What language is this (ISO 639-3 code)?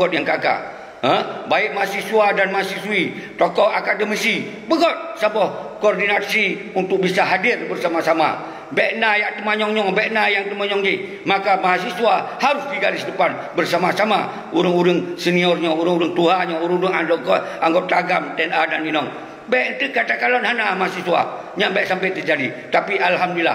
ace